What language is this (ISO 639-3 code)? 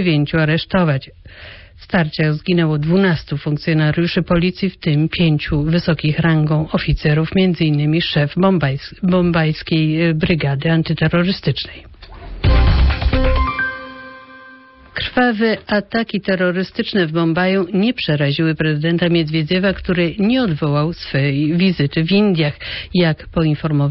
pol